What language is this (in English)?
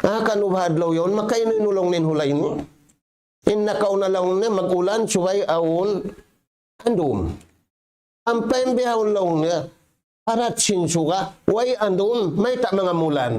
Tausug